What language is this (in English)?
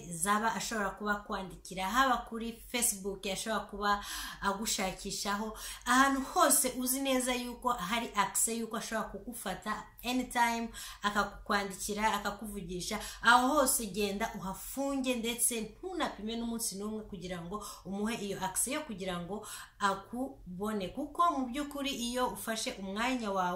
Kinyarwanda